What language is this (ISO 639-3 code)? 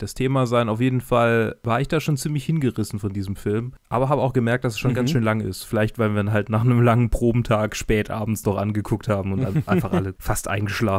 deu